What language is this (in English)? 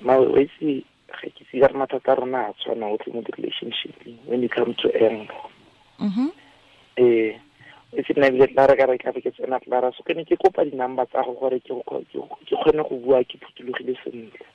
Tswana